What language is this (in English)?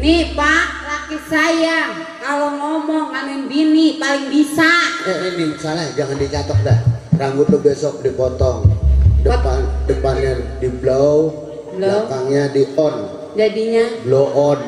Betawi